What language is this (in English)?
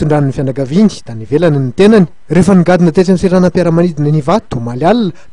Malagasy